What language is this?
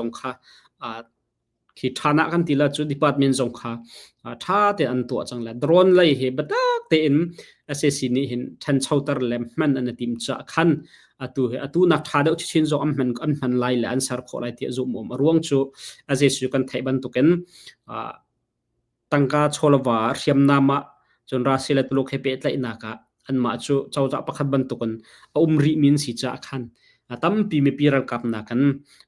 Hakha Chin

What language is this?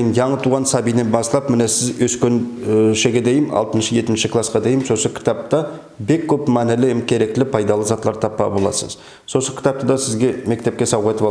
Nogai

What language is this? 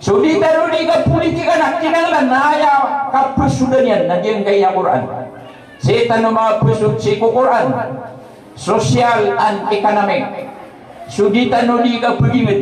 Maranao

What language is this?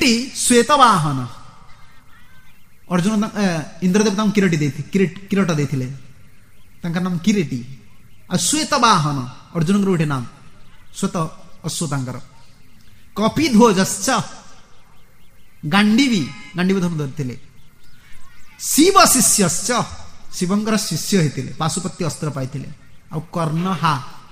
Odia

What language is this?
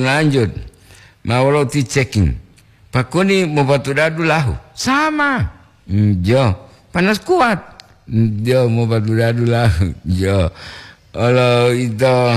Gorontalo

